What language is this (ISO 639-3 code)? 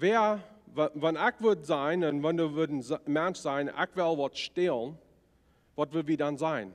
pdt